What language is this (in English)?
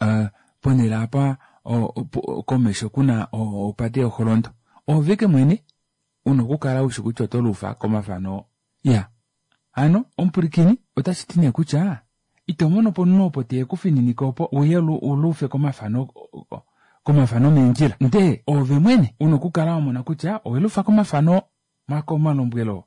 Kuanyama